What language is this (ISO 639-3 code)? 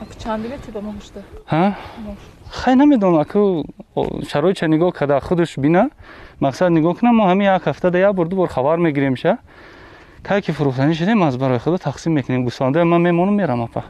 tgk